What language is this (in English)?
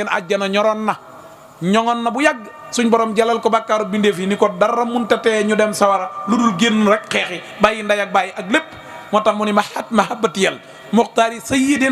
Wolof